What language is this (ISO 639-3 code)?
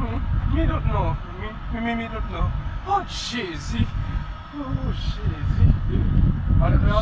hat